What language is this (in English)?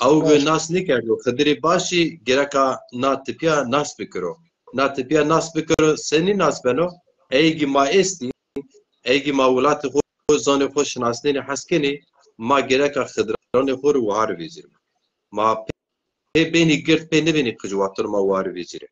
Zaza